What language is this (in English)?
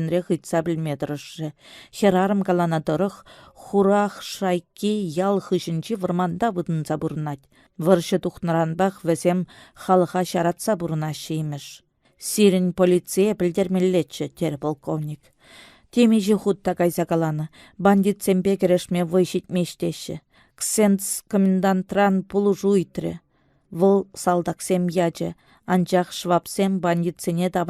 Chuvash